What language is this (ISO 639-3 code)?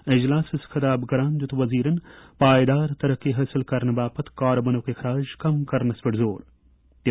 kas